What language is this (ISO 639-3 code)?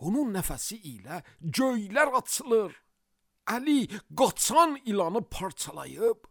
aze